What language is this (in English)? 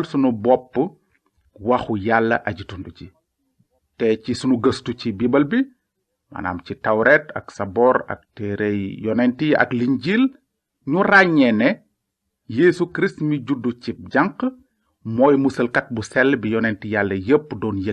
Wolof